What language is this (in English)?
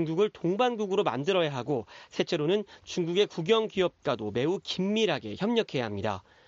Korean